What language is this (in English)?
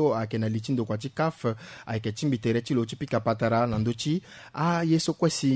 Sango